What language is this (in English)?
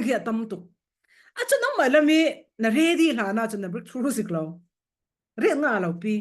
Falam Chin